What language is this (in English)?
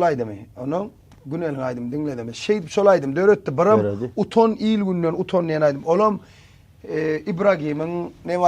Turkmen